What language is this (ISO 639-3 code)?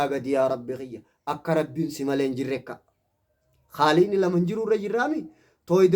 orm